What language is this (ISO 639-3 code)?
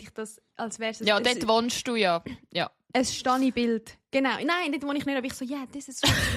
gsw